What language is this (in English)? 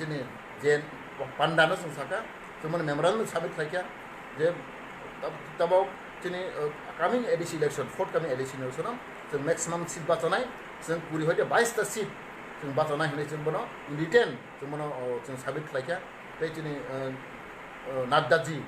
Riang (India)